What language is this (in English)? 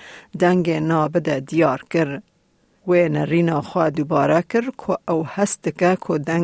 Kurdish